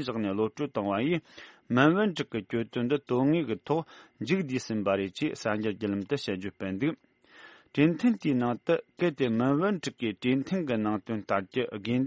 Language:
Tibetan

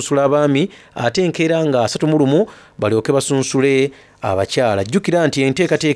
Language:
Soga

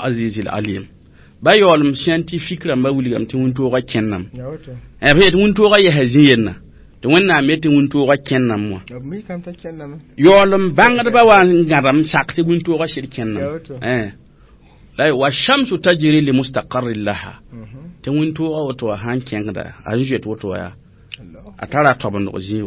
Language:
Mossi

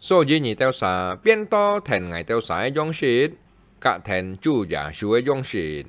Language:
Hakka Chinese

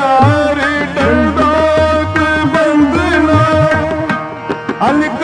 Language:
Hindi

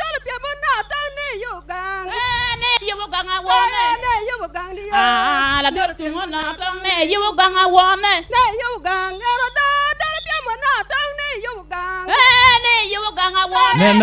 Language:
Acoli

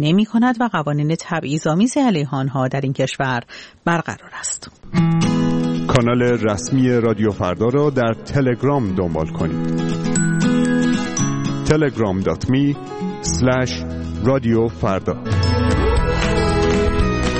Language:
Persian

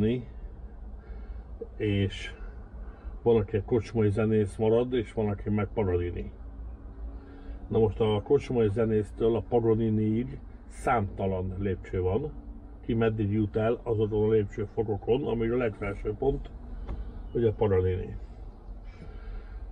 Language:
Hungarian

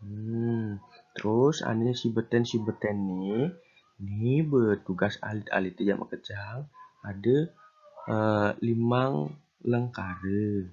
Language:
Balinese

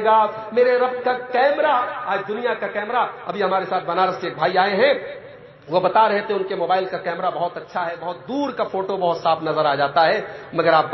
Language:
Urdu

